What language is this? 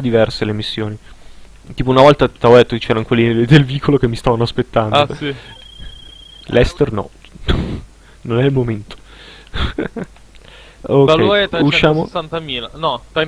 Italian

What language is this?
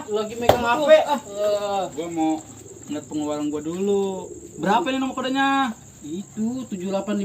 Betawi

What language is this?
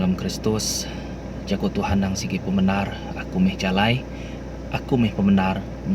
Iban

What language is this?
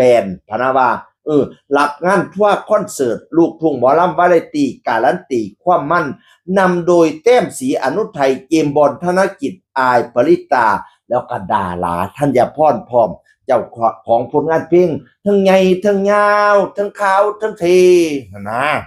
Northeastern Thai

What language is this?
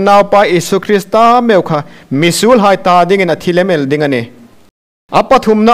Hmar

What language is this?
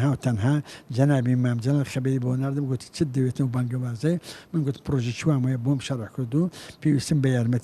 Central Kurdish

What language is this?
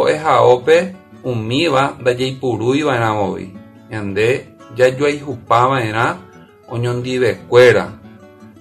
Guarani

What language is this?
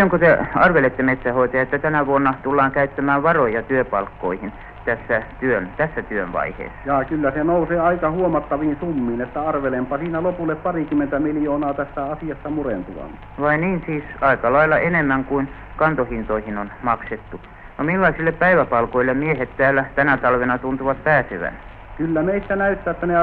Finnish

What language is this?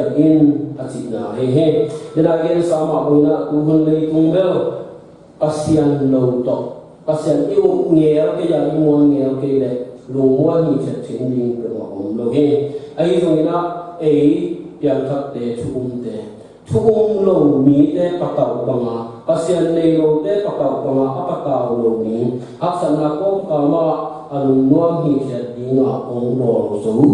Tedim Chin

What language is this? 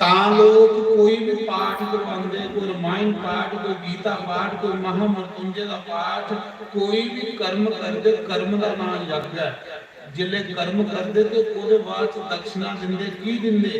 Dogri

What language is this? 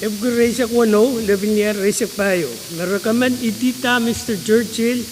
Pohnpeian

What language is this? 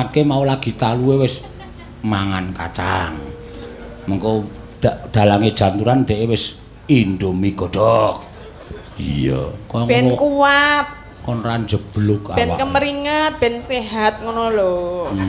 Javanese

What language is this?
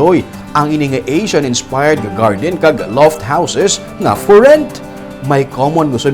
Hiligaynon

